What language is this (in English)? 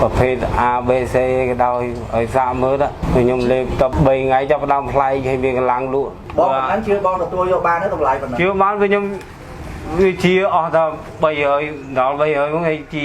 Khmer